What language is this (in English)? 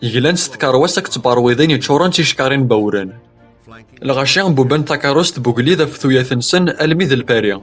Kabyle